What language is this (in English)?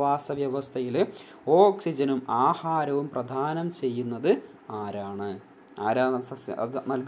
Malayalam